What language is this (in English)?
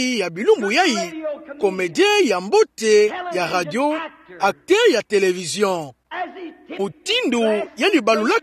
Kituba (Democratic Republic of Congo)